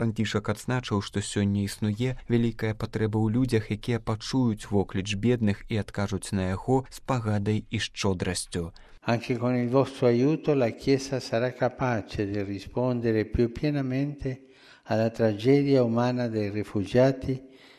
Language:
Belarusian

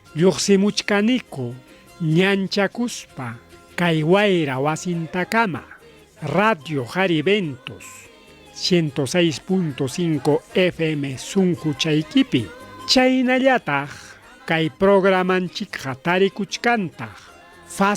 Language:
Ayacucho Quechua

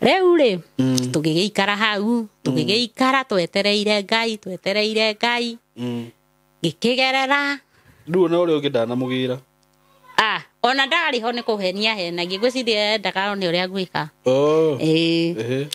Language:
Kikuyu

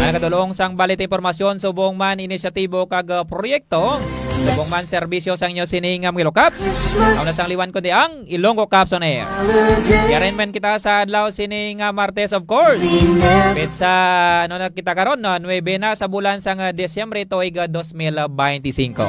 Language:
Hiligaynon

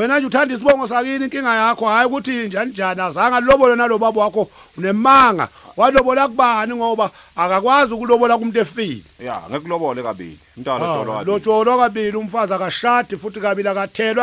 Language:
Zulu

